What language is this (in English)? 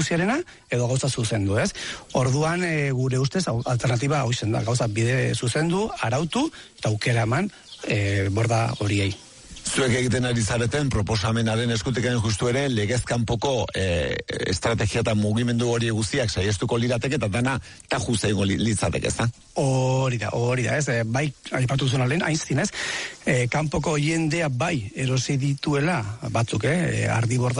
Basque